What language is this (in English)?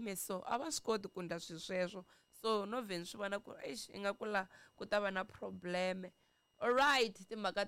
Tsonga